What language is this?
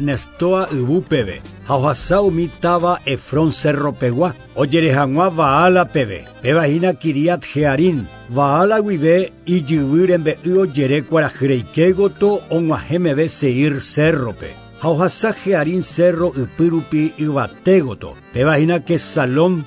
Guarani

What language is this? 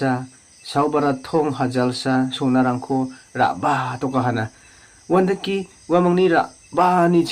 Garo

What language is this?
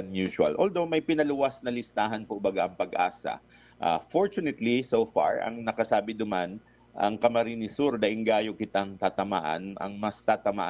Bikol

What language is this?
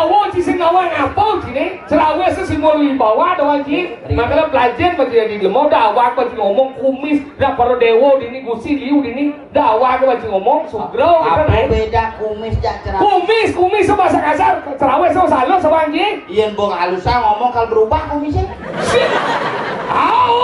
Balinese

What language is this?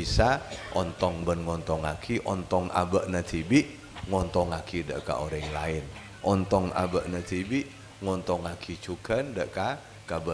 Madurese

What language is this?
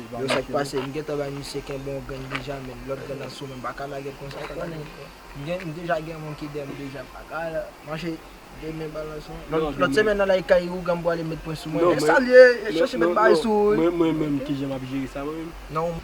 Haitian Creole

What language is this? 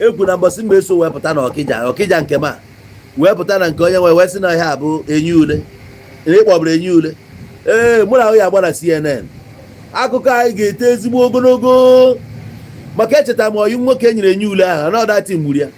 Igbo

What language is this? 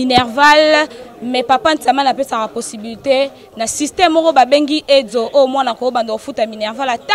Lingala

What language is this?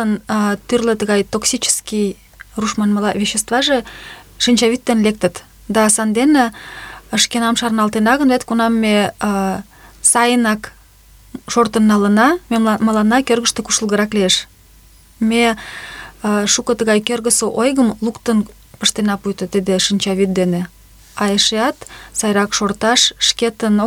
Mari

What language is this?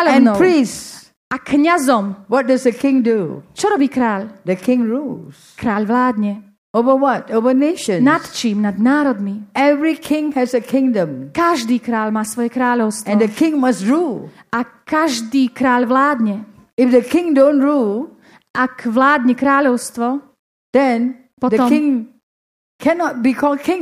Slovak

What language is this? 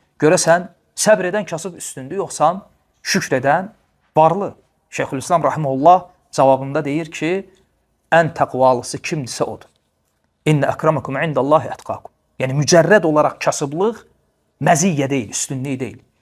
Azerbaijani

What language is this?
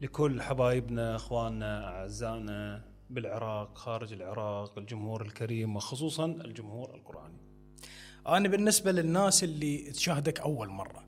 Mesopotamian Arabic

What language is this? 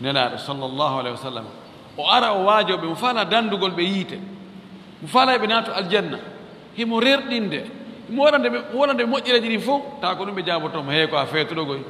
Fula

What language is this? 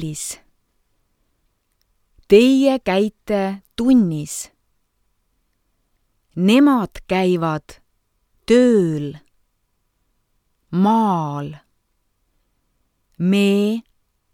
Estonian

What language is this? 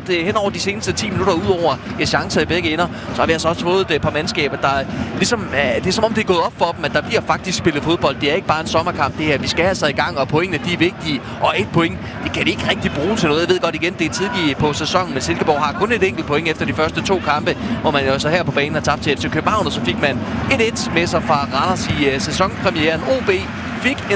Danish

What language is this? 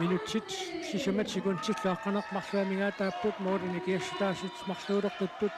Kalaallisut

